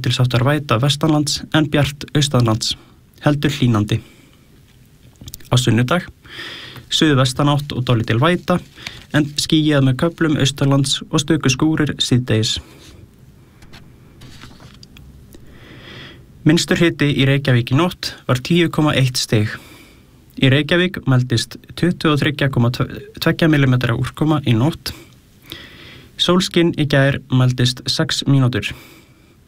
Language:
Icelandic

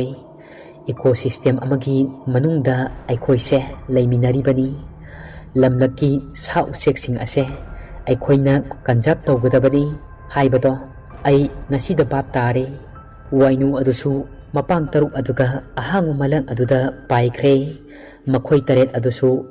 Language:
Manipuri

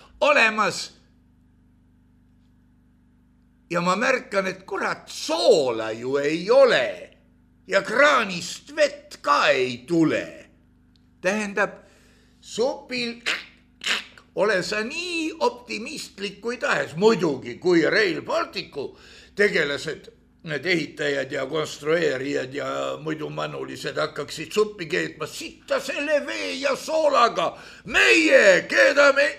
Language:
Estonian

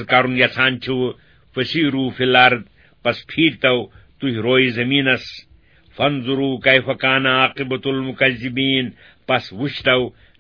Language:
Kashmiri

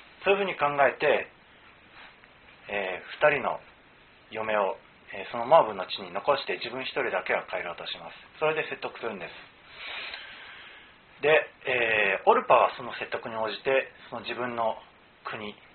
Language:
Japanese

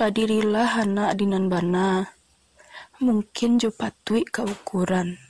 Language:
Minangkabau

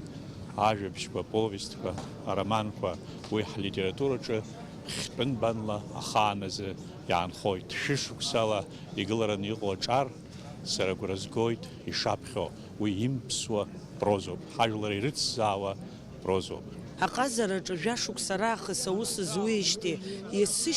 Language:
Abkhazian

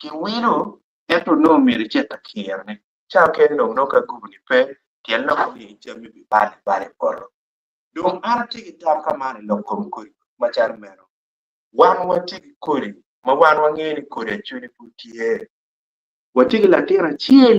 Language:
Acoli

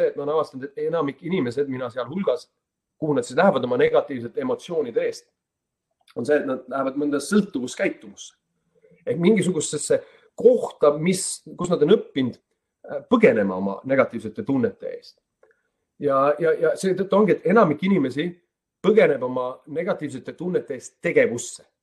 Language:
Estonian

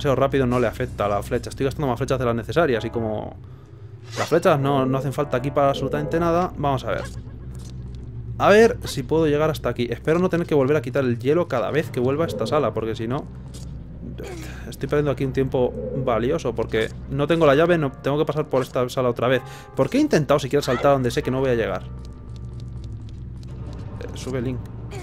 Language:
Spanish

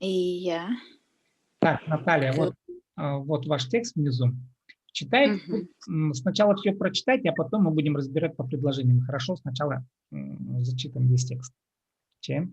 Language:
Khakas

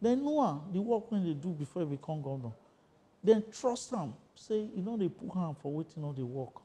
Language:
Nigerian Pidgin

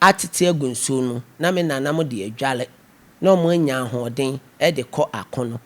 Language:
Akan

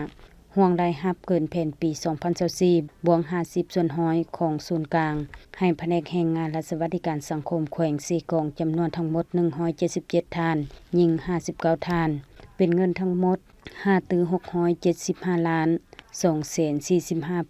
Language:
Lao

